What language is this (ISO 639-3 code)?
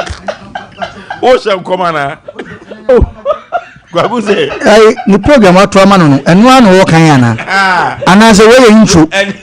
aka